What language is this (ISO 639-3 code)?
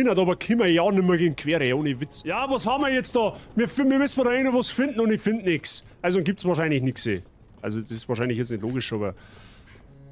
bar